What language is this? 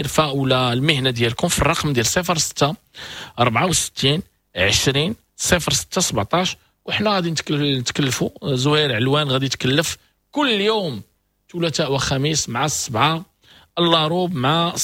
Moroccan Arabic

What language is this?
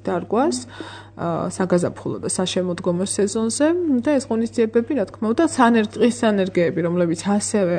Georgian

